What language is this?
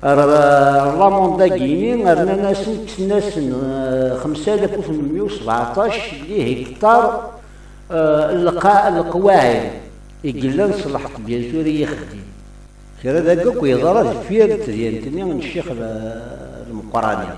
Kabyle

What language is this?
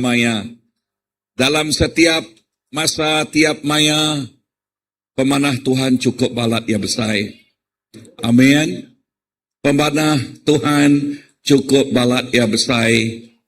Iban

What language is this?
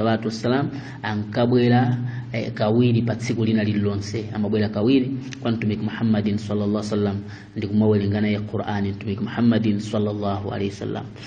Nyanja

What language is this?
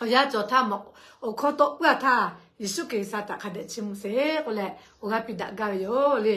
Lahu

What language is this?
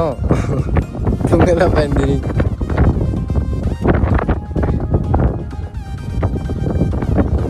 Punjabi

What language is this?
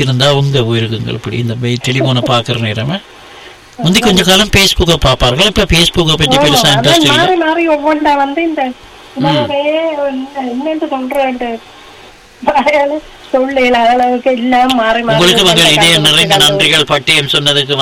Tamil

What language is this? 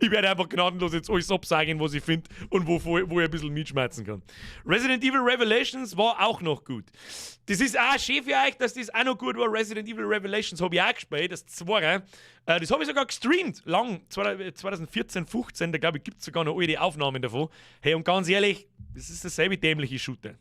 Bavarian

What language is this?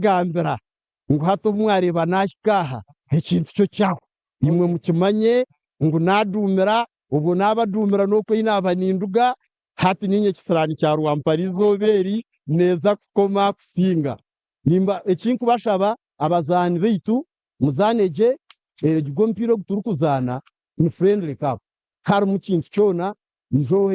Nyankole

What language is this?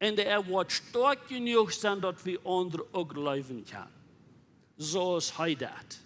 Plautdietsch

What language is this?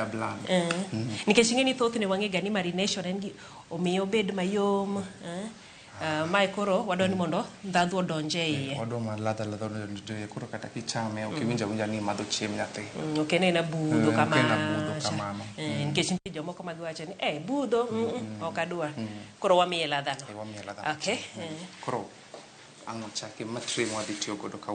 Luo (Kenya and Tanzania)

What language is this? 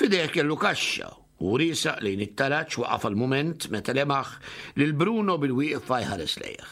Maltese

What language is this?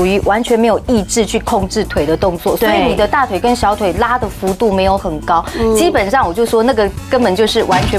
Chinese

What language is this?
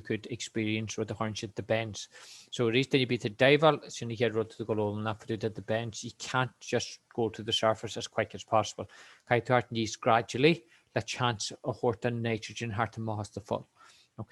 Irish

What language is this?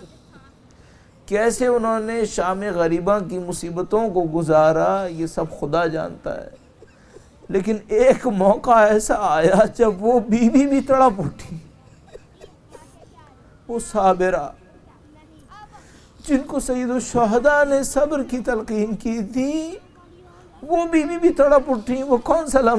Urdu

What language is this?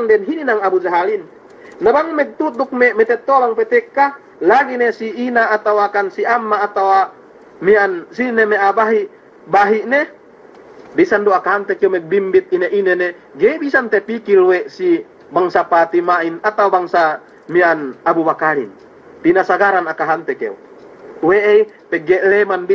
Yakan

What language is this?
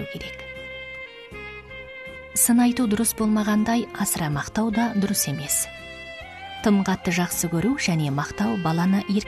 Kazakh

